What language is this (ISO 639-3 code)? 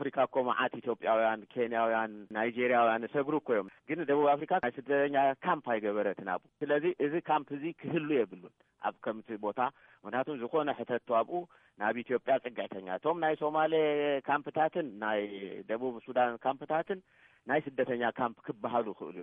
tir